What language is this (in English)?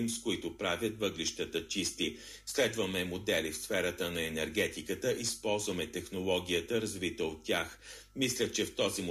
Bulgarian